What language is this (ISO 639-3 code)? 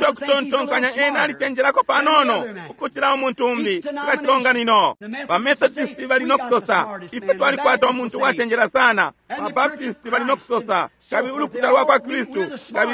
bem